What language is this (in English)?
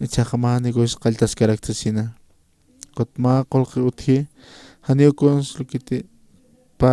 Aymara